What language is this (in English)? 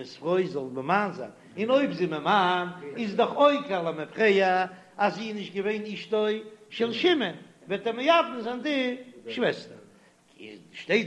Yiddish